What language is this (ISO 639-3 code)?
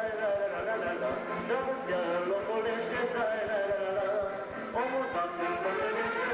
ron